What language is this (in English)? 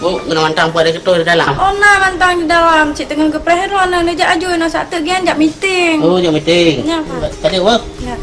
Achinese